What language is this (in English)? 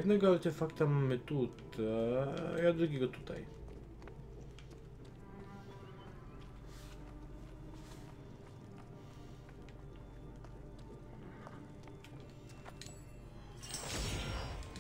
Polish